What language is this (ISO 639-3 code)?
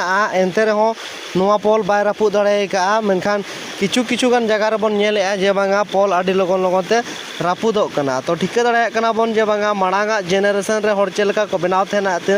sat